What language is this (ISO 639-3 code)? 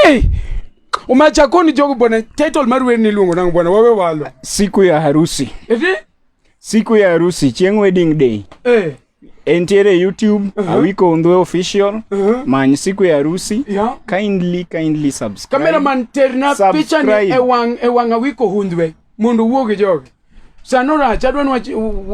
luo